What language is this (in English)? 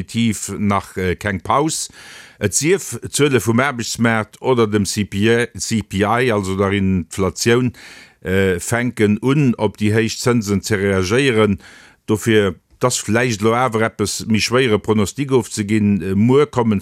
Luxembourgish